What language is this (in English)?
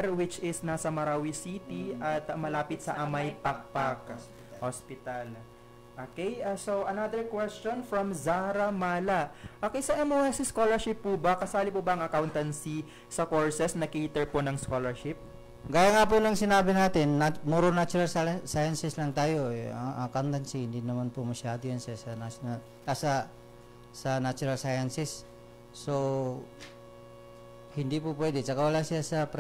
Filipino